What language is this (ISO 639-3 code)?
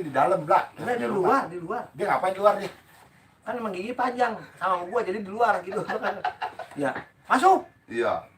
bew